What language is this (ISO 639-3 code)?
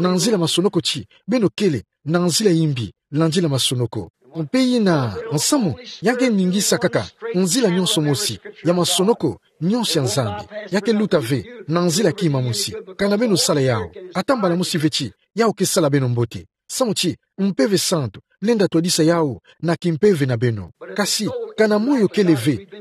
ktu